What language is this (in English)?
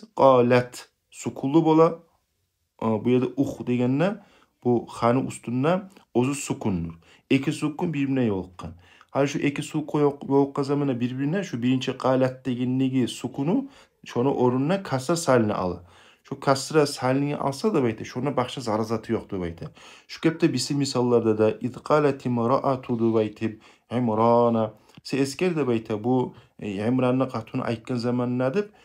Kumyk